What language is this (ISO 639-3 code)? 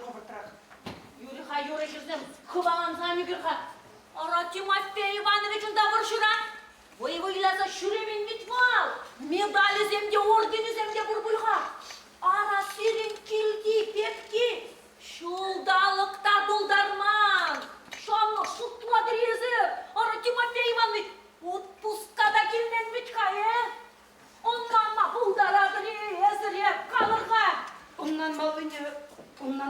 chv